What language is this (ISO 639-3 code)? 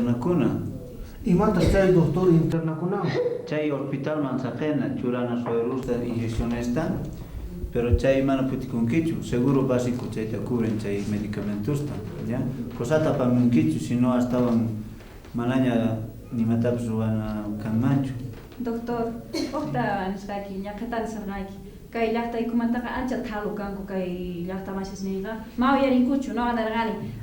quh